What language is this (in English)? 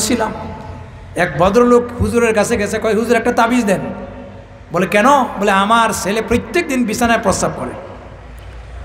Bangla